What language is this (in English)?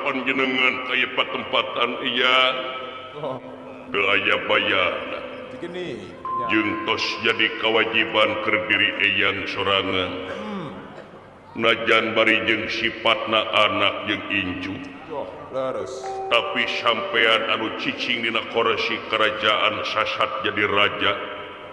Sundanese